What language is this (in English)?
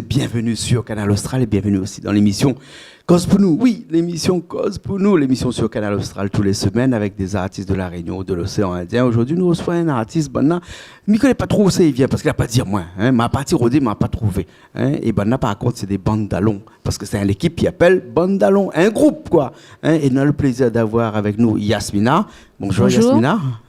Réunion Creole French